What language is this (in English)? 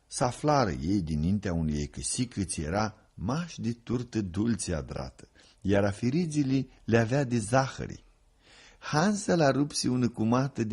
Aromanian